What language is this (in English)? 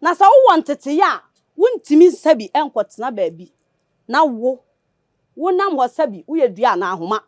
Akan